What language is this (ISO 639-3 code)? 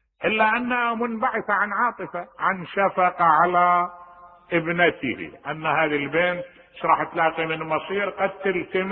acm